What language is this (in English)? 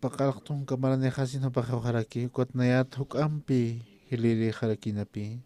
Aymara